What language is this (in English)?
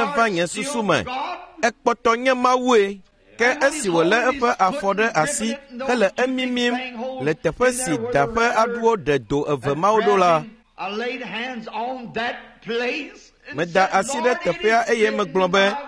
Ewe